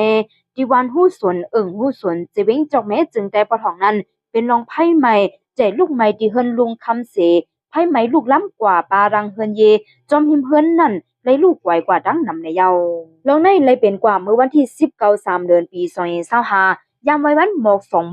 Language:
Shan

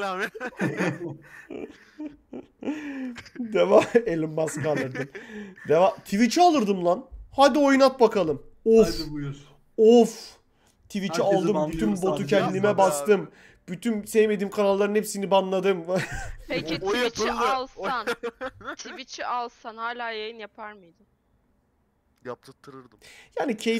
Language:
Turkish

